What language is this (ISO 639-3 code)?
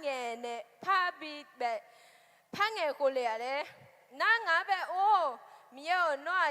ahk